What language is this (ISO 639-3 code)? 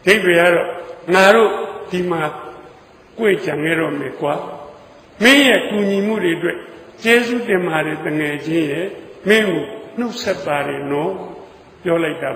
mya